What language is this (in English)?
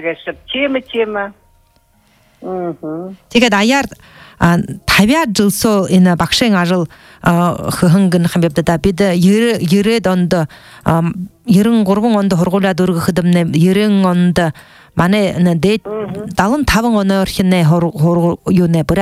Buriat